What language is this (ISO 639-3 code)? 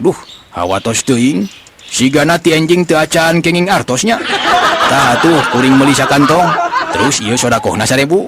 sun